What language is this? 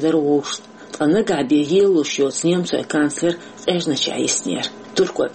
Chechen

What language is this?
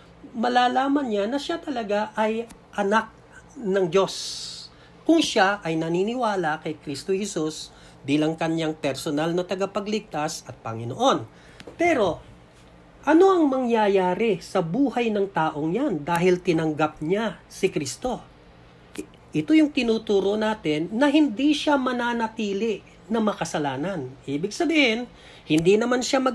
Filipino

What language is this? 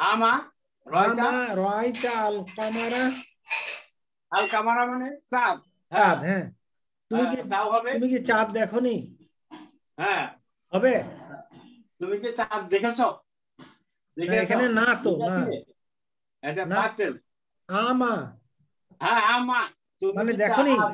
Bangla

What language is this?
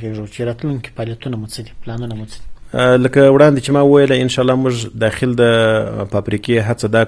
Pashto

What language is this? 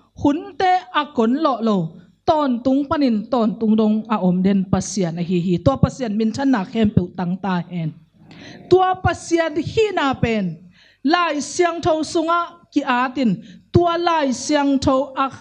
Tedim Chin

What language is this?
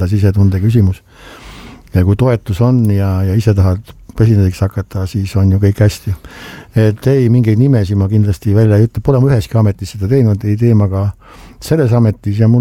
Estonian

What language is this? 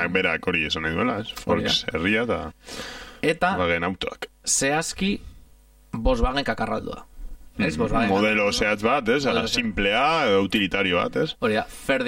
Basque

